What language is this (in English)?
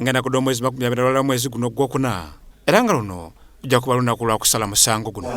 Soga